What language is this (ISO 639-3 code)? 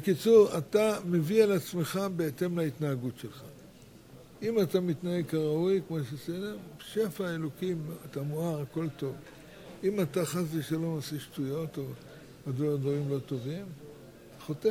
heb